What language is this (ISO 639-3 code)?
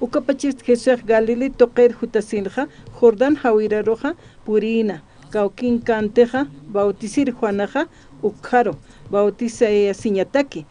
aym